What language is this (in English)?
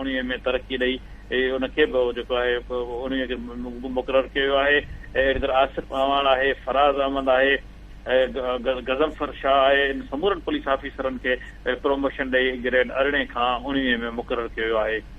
Sindhi